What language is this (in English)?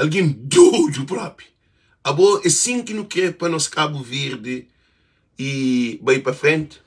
Kabuverdianu